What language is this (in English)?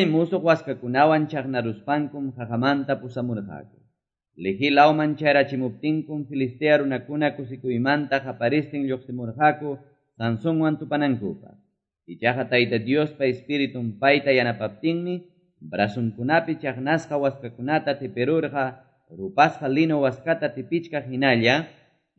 Quechua